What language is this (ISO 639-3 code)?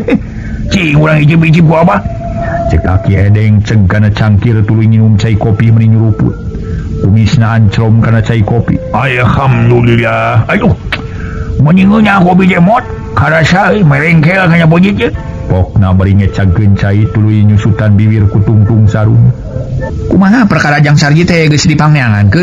sun